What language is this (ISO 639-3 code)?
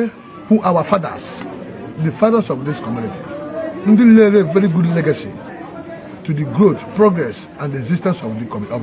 ibo